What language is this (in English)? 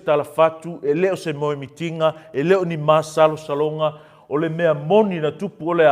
Samoan